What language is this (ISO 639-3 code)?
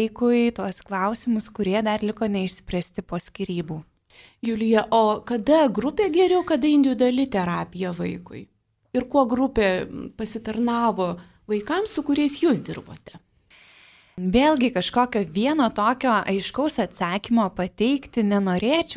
lit